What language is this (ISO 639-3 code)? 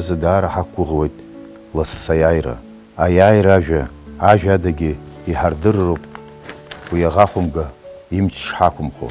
abk